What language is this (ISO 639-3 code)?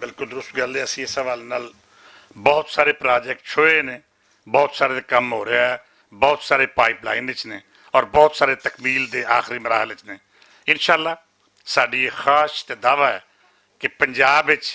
lah